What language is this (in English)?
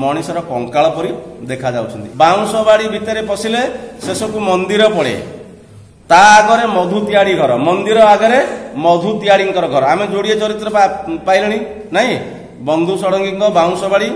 Odia